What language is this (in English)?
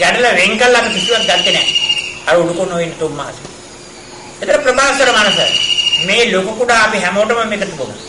Sinhala